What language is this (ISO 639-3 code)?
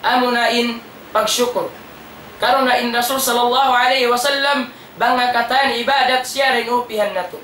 tsg